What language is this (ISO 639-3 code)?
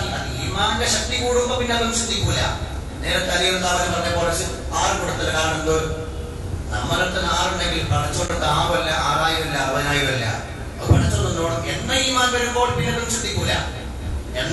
mal